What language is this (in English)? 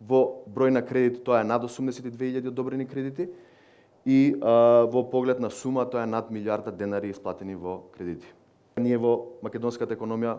Macedonian